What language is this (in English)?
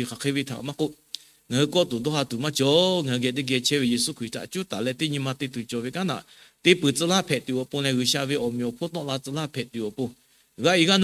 Lahu